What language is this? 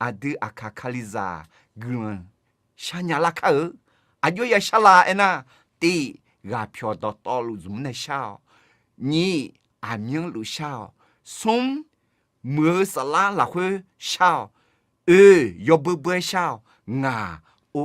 Akha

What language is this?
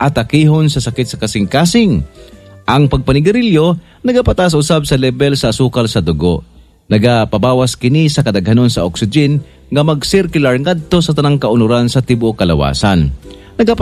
Cebuano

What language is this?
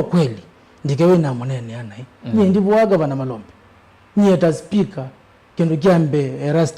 Kamba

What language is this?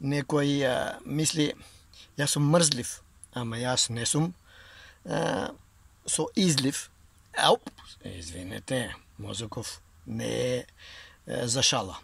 Macedonian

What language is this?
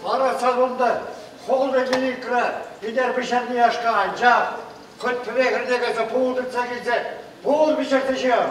Chuvash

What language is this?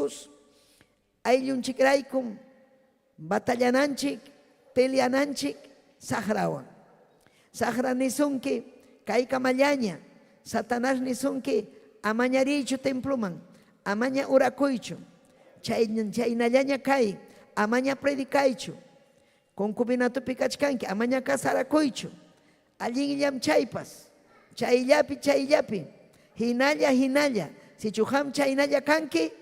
Ayacucho Quechua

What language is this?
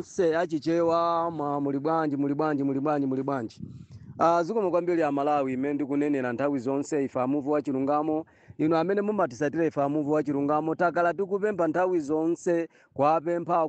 Nyanja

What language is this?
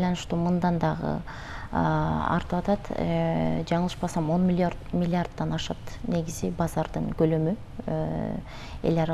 Kyrgyz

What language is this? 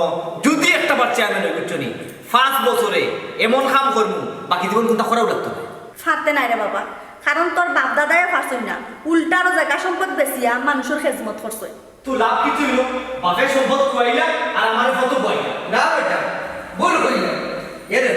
Sylheti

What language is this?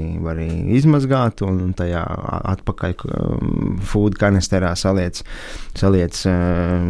Latvian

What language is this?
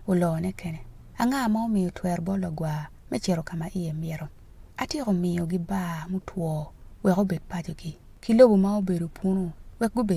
Acoli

